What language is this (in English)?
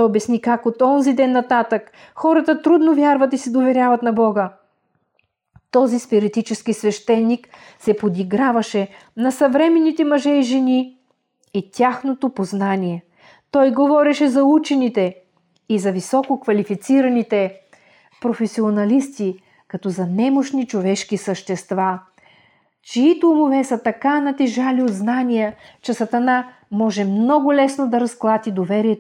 Bulgarian